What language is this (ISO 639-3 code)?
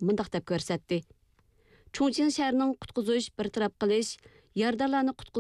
uig